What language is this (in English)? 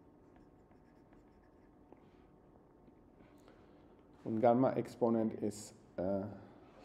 German